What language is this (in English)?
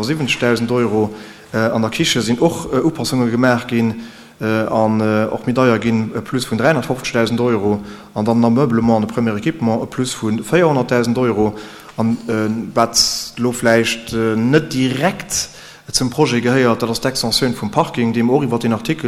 Luxembourgish